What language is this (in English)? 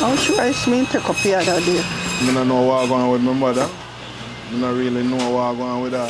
Jamaican Creole English